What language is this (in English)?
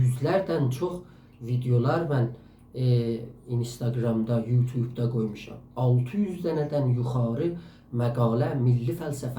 South Azerbaijani